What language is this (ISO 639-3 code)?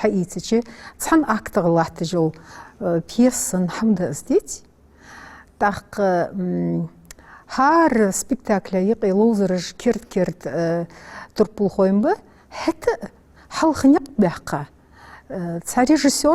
inh